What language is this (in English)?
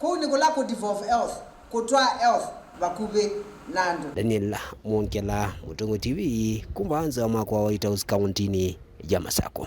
Kamba